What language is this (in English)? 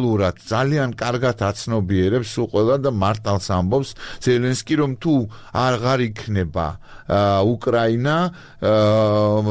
Georgian